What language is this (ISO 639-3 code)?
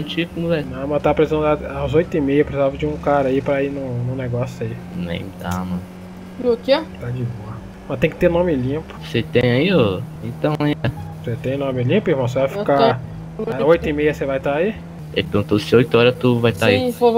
por